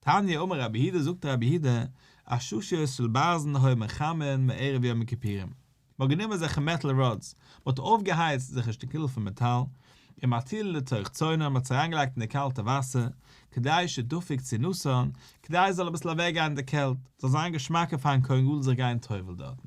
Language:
Yiddish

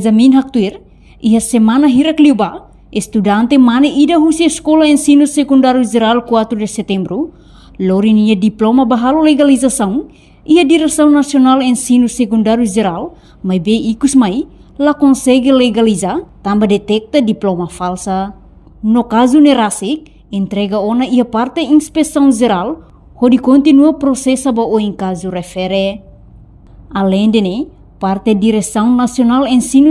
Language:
Tetum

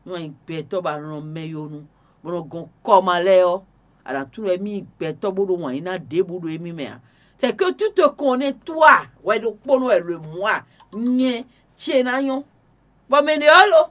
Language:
Fon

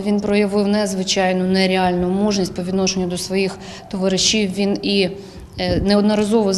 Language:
Ukrainian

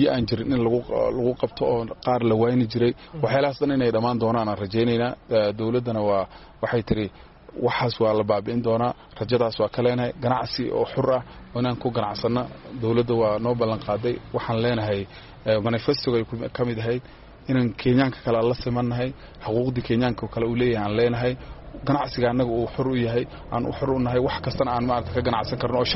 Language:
Somali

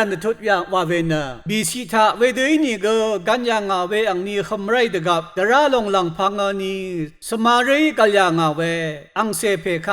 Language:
Rawang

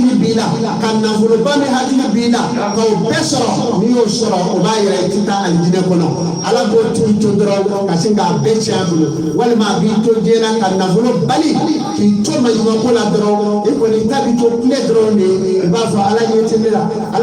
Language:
Bambara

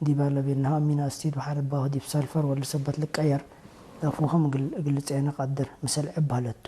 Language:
Tigre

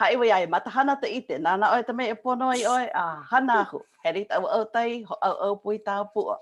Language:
Hawaiian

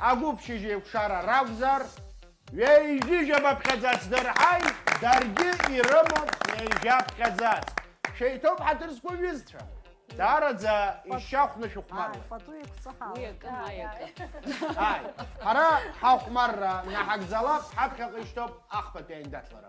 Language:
Abkhazian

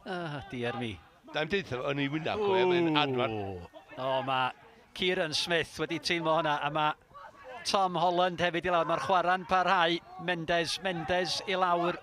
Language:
Welsh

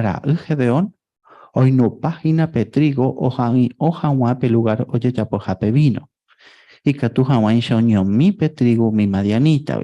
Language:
Guarani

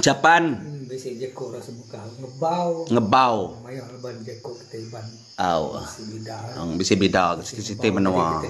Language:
Iban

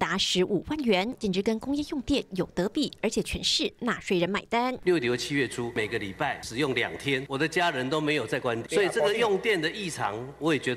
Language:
Chinese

